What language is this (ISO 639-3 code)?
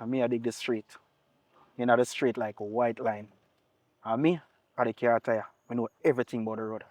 jam